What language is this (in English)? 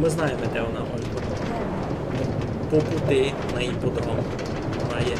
Rusyn